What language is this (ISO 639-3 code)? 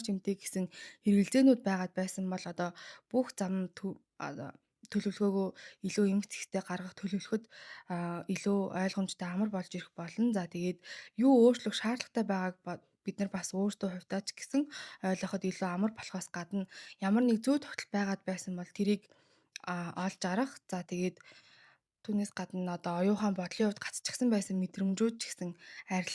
mon